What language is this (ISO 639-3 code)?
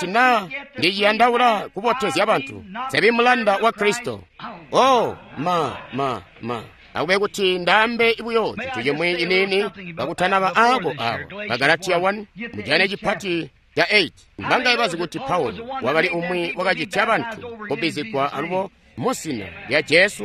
toi